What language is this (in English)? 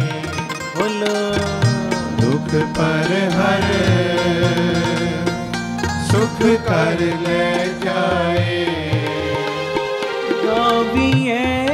Punjabi